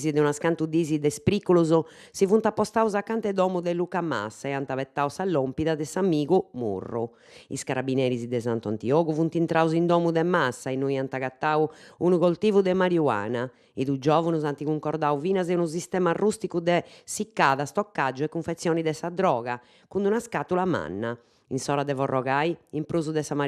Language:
Sardinian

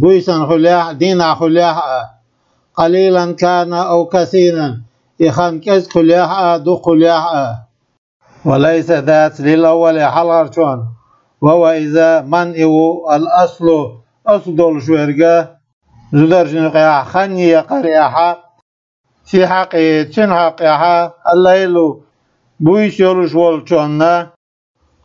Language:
Chechen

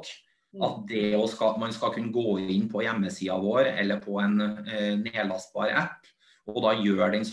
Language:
Norwegian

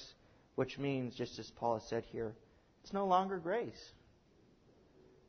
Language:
English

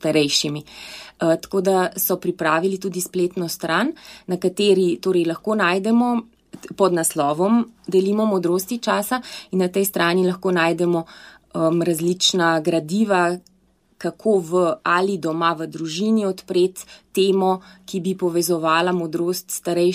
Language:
Slovenian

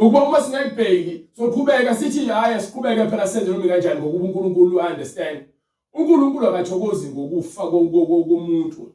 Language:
Zulu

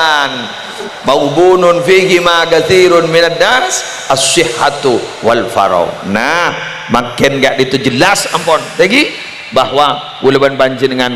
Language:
Madurese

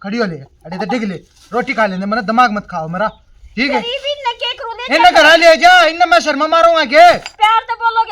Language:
Haryanvi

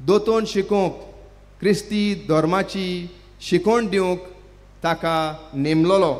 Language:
Konkani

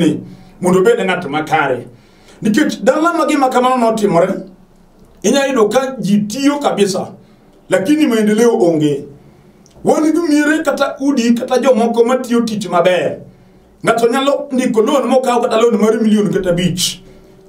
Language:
Luo (Kenya and Tanzania)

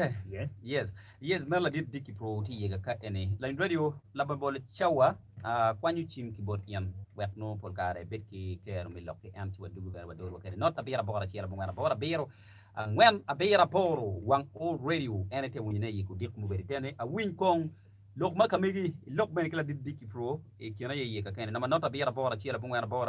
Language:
Acoli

